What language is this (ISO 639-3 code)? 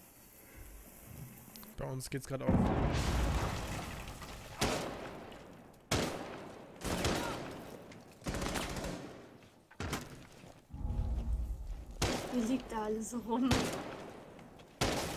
deu